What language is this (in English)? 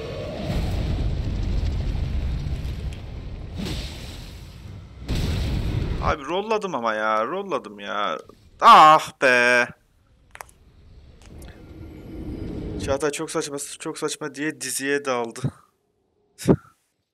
Turkish